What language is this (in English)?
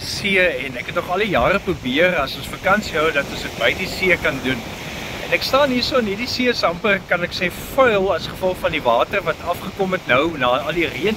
Afrikaans